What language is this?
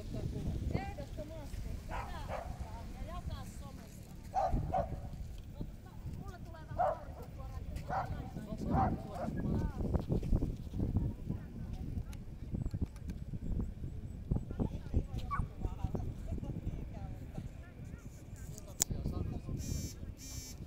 Finnish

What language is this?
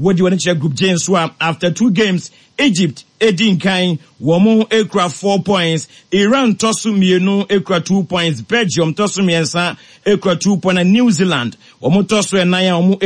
Akan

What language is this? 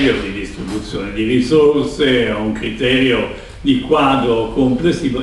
Italian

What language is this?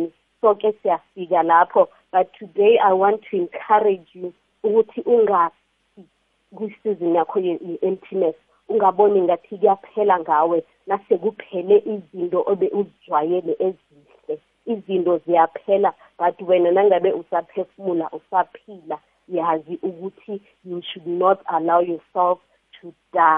South Ndebele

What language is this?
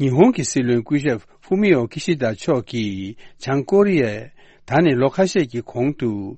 Tibetan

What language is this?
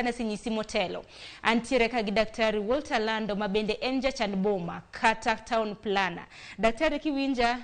Luo (Kenya and Tanzania)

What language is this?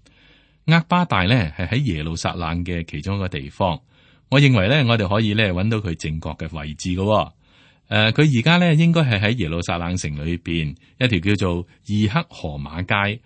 Cantonese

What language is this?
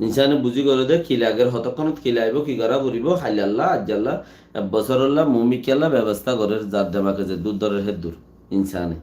Rohingya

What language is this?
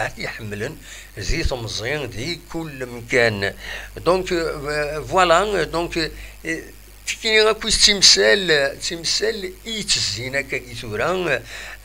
Kabyle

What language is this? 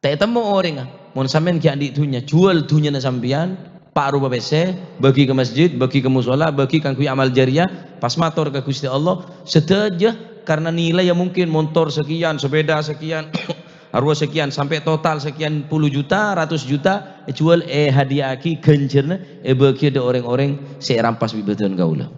Madurese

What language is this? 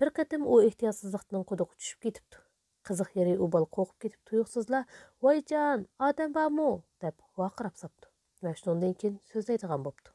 Uyghur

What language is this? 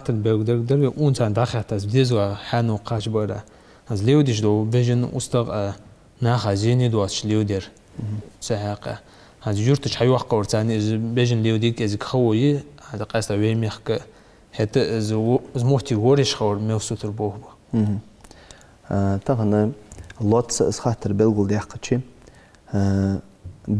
Ingush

